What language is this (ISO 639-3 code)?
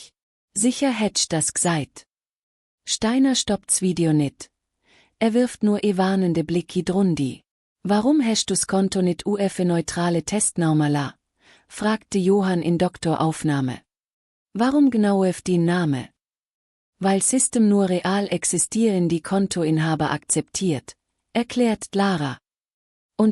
gsw